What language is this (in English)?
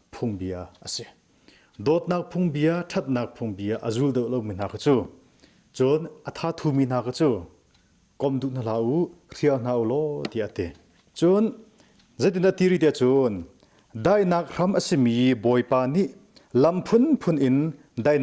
Hakha Chin